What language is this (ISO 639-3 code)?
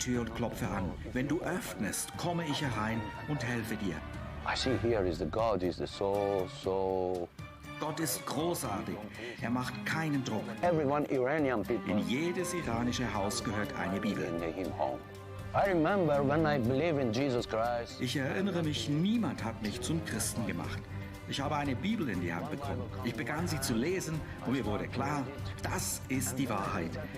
gsw